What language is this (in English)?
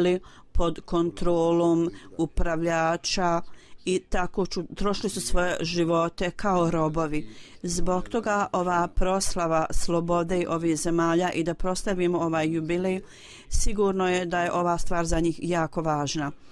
Bosnian